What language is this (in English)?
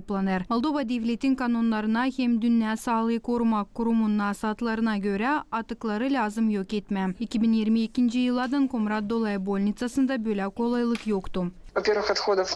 Gagauz